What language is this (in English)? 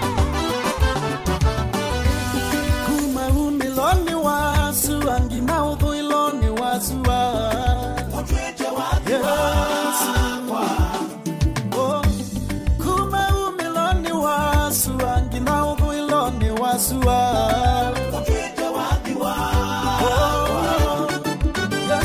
Swahili